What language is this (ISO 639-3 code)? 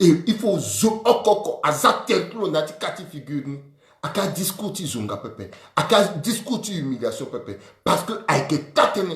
sag